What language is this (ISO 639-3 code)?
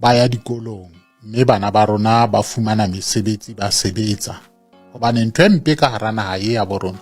sot